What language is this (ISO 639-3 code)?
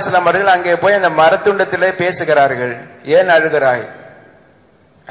tam